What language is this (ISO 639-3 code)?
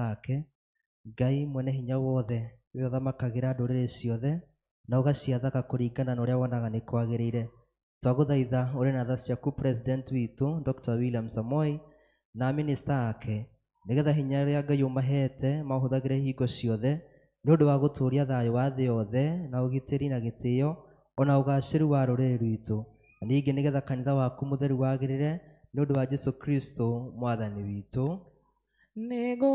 kik